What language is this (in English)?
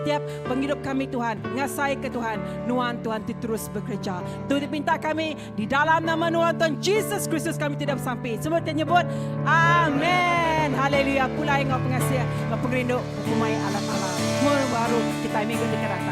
Iban